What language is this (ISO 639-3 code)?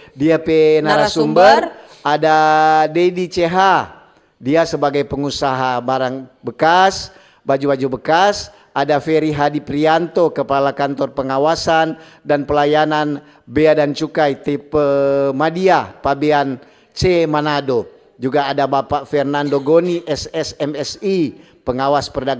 xmm